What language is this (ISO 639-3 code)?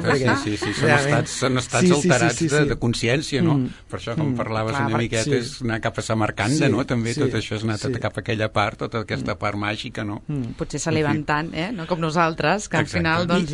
cat